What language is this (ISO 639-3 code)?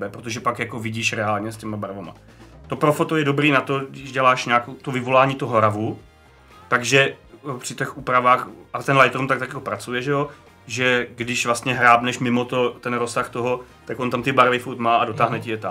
ces